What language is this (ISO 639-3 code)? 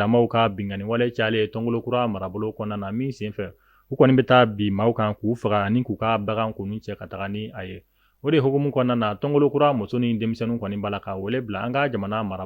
bam